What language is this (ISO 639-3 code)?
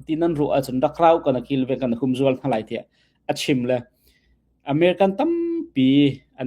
cnh